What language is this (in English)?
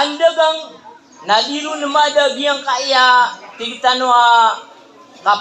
Maranao